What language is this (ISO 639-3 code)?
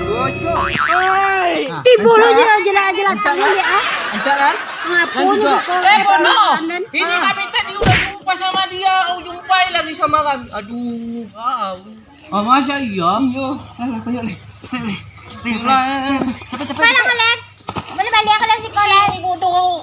min